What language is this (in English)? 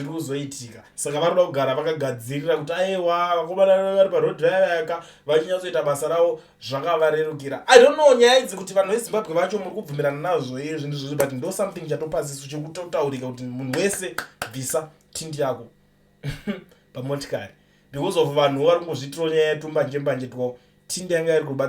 Shona